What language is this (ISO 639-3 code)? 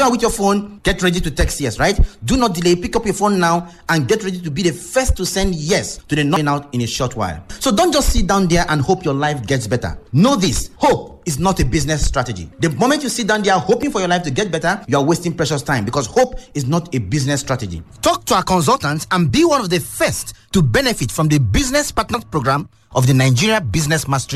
eng